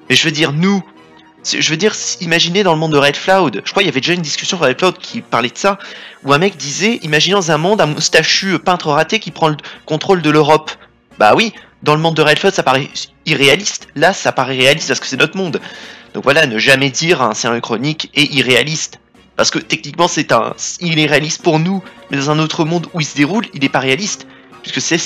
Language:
French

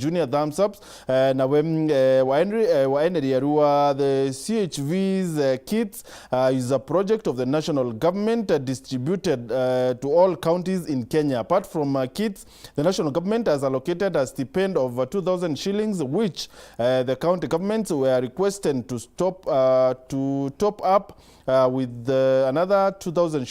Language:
Meru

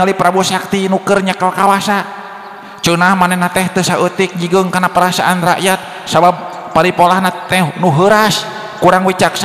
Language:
Sundanese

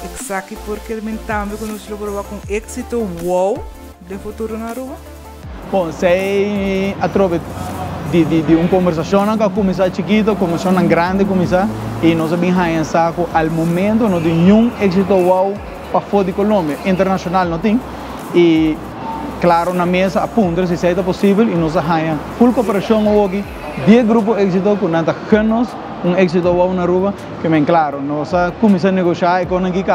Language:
Papiamento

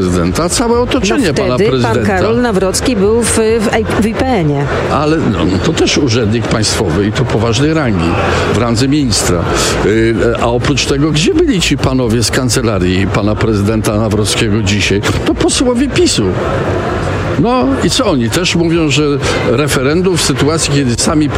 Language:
Polish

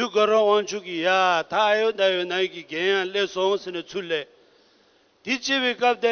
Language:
Tibetan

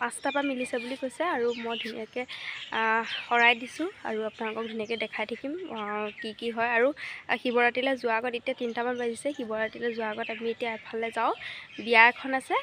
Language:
Assamese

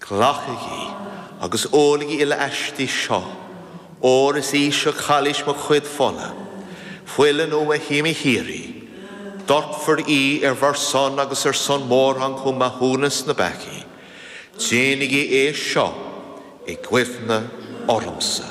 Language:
Irish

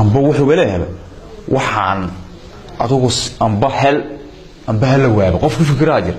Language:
Somali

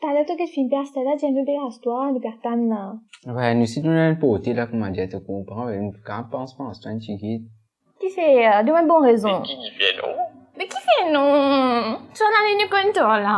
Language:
Morisyen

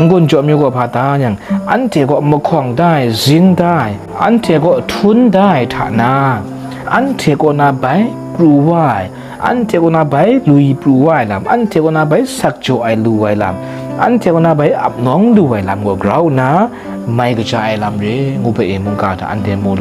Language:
Kachin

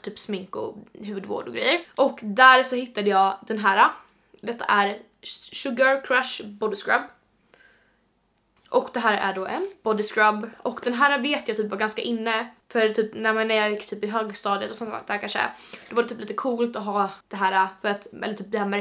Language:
Swedish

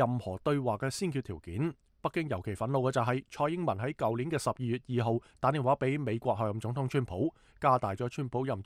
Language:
Cantonese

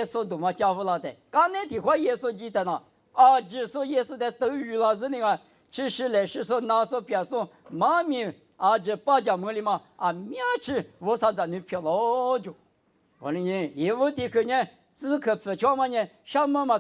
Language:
Lisu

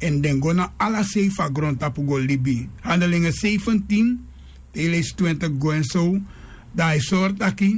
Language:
Sranan Tongo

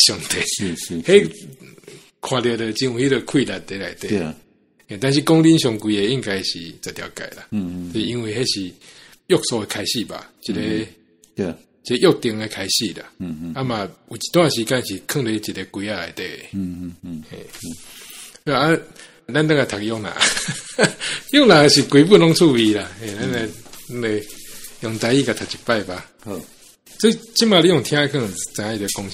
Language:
Min Nan Chinese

